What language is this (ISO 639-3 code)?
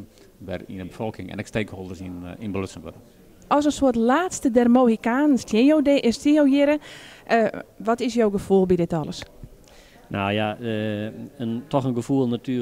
fry